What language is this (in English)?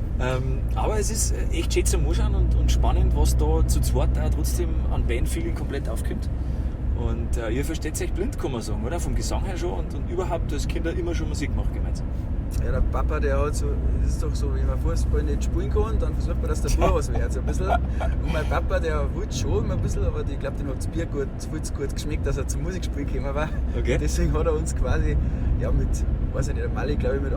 Bavarian